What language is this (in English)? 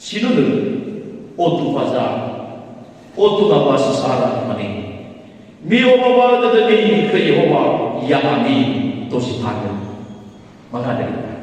Nias